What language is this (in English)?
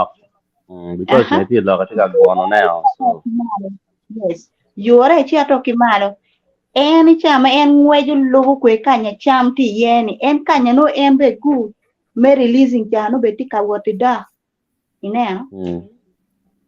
Acoli